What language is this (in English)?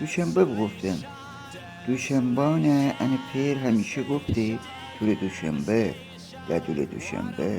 Gilaki